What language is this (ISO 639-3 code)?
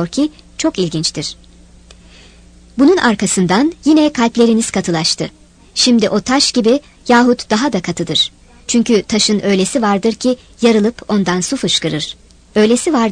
tur